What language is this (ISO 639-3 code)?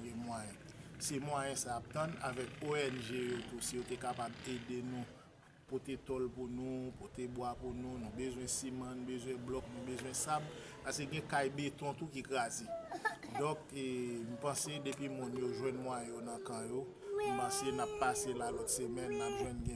hat